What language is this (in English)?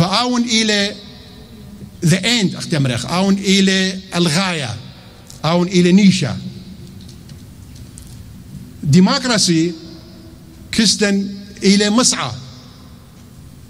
Assyrian Neo-Aramaic